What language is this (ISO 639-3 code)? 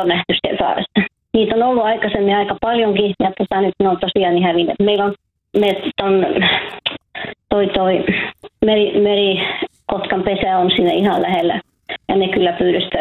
fin